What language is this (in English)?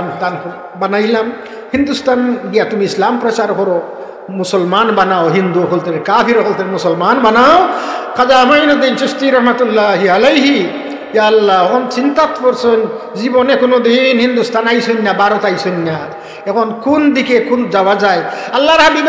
Sylheti